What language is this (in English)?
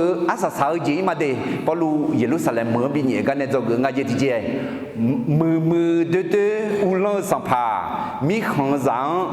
Akha